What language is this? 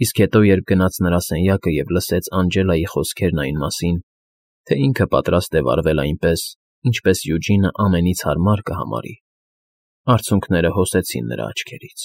Armenian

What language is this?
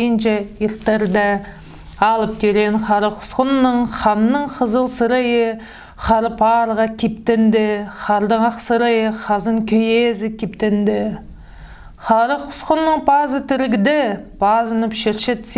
Khakas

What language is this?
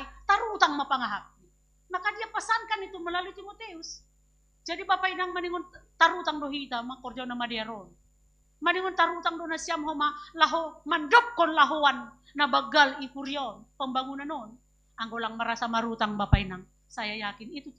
Batak Simalungun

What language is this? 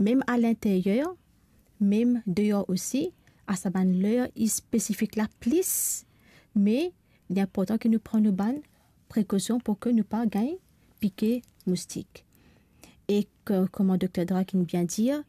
Morisyen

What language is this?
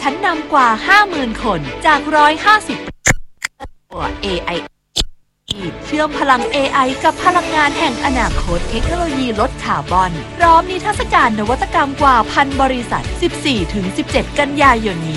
Thai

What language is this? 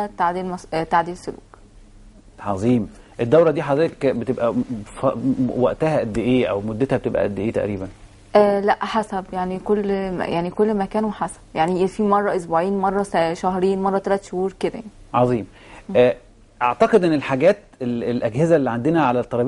Egyptian Arabic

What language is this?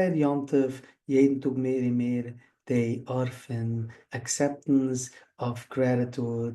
Yiddish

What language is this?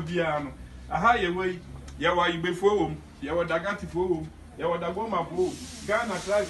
Akan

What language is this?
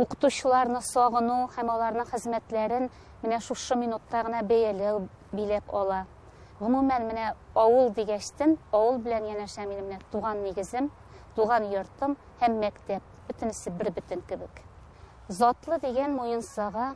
Tatar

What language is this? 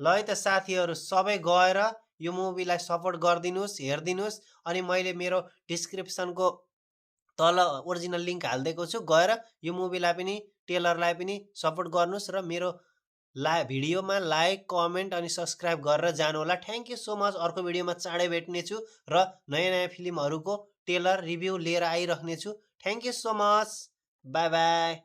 Nepali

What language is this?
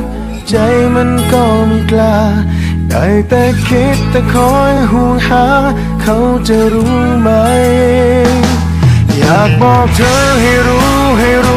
Thai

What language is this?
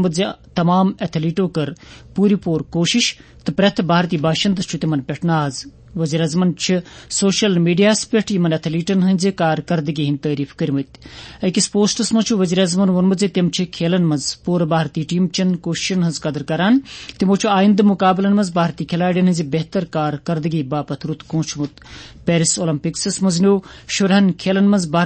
Kashmiri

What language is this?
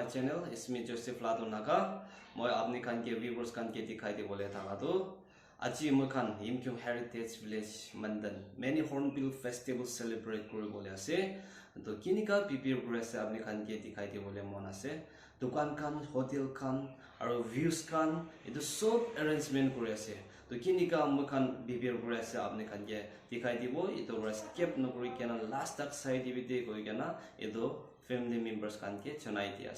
Naga Pidgin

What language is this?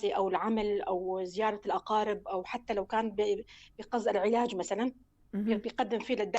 North Levantine Arabic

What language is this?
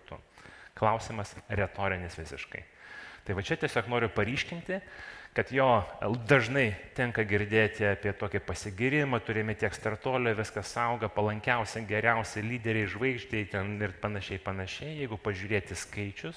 Lithuanian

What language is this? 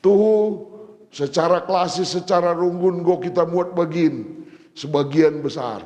Batak Karo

